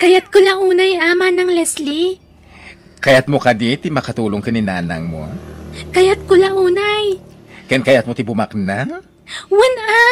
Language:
Iloko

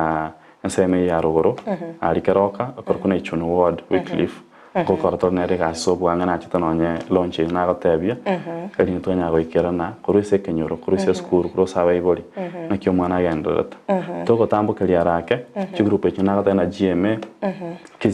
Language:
Gusii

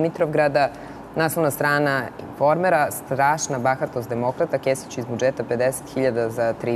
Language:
Serbian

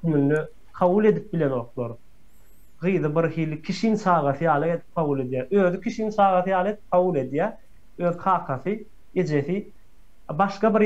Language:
Turkmen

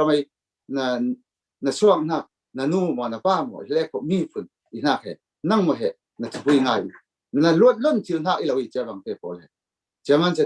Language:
Falam Chin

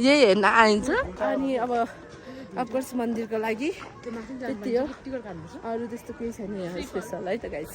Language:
Nepali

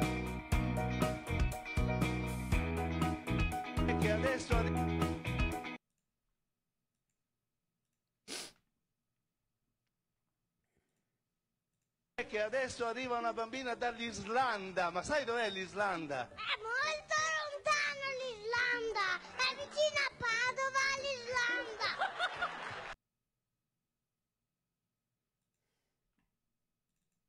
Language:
Italian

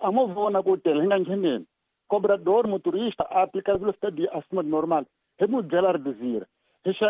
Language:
Tsonga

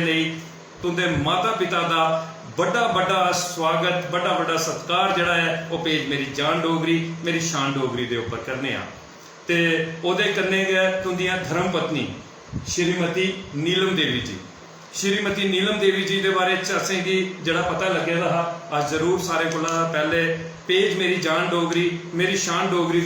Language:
Dogri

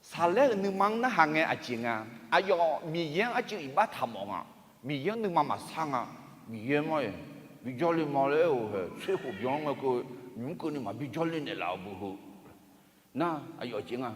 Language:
Akha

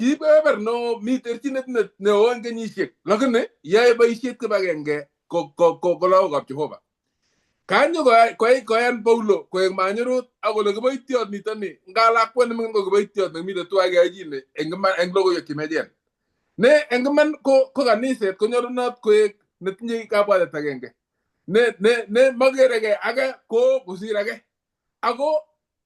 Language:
Kalenjin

